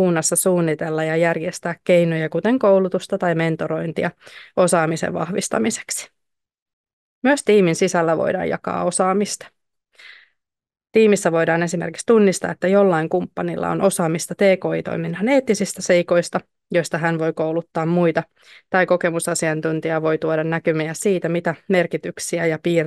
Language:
Finnish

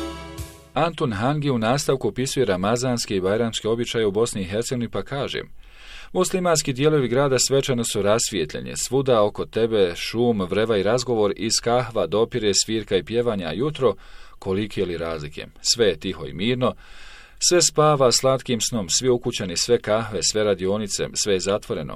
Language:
Bosnian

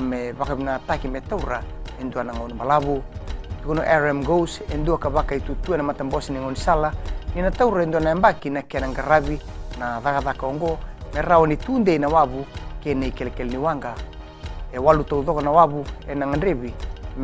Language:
Fijian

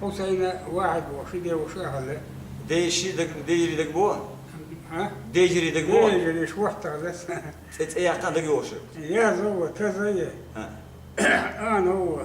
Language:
Chechen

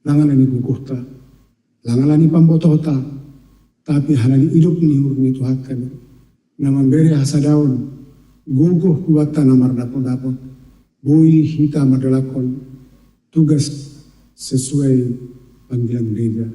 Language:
Batak Simalungun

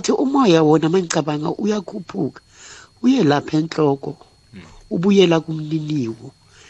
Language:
South Ndebele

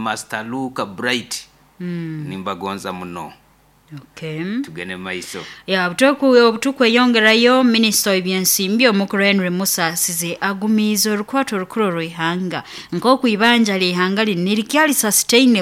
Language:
Nyoro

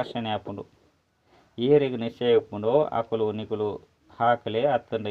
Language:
Tulu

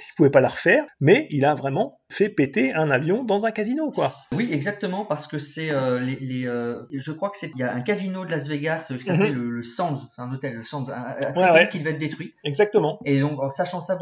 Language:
French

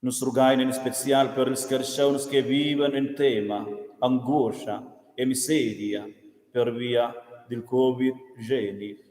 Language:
Romansh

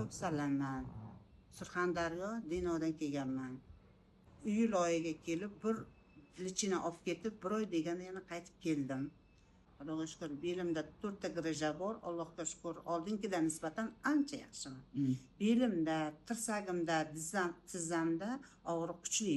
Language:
Uzbek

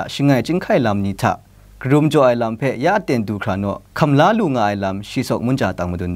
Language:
Kachin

